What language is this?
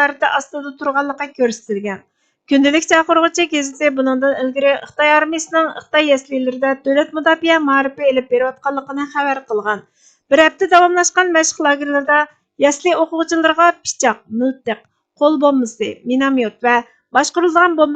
Uyghur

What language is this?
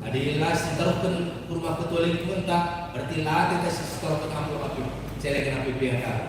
Batak Karo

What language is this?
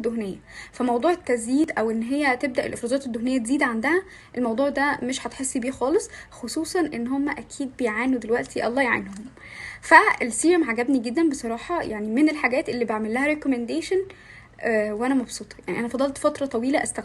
Egyptian Arabic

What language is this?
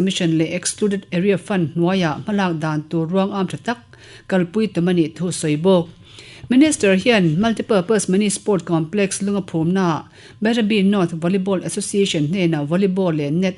Mizo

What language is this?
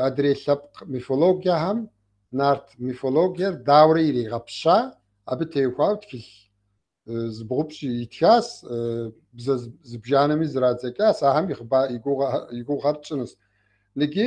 Kabardian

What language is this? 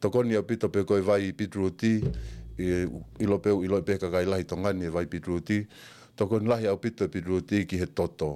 Tongan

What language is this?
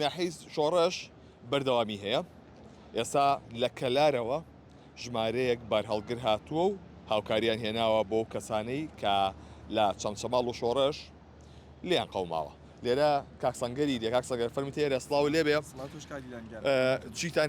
Central Kurdish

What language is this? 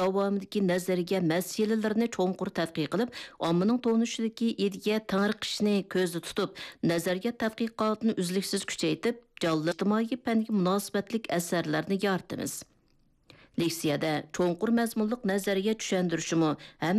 Uyghur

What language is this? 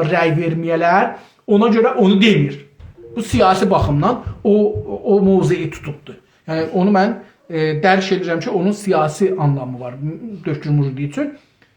South Azerbaijani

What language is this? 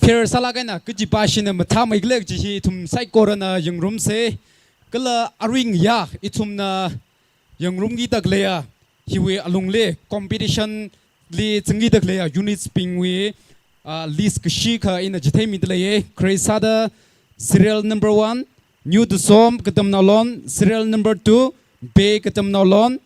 Tangkhul Naga (India)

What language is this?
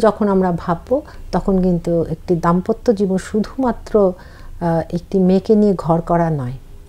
Bangla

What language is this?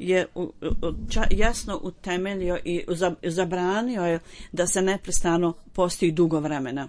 Bosnian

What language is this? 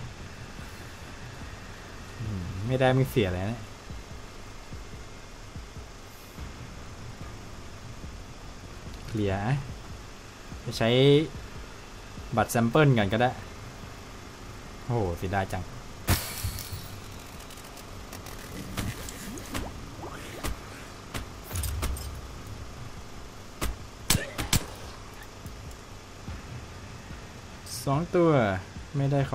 Thai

